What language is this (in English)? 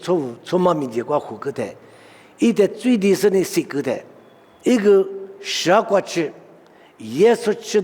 Lisu